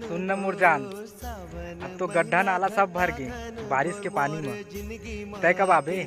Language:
Chhattisgarhi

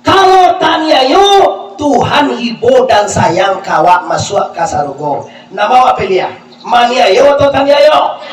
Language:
Minangkabau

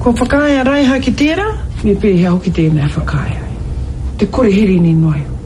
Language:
Māori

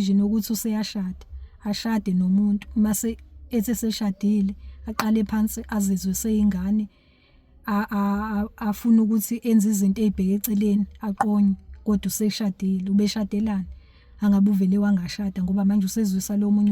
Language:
Zulu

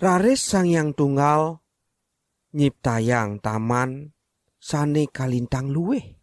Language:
Balinese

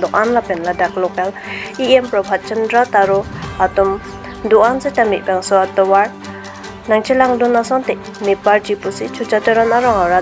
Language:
Karbi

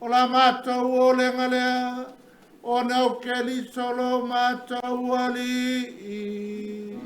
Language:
Samoan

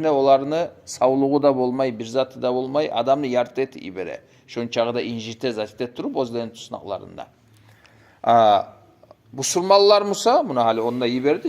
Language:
Kumyk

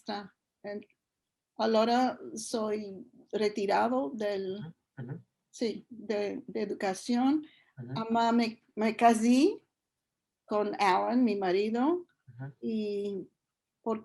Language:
Ladino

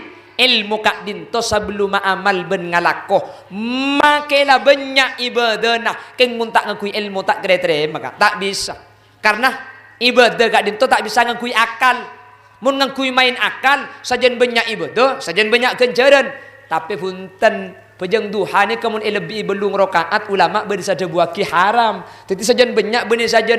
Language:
Madurese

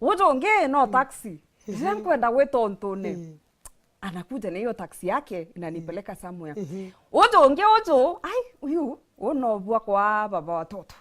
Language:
Meru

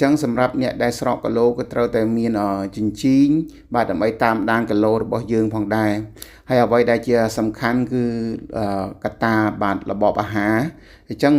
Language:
Khmer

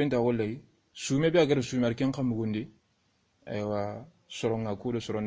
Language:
Soninke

